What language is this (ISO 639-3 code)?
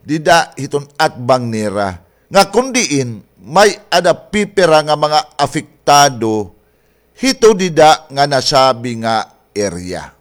war